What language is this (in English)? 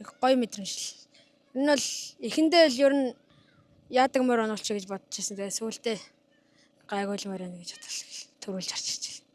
Mongolian